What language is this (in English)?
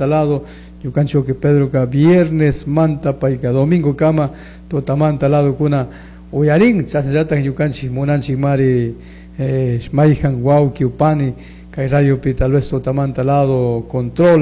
Chimborazo Highland Quichua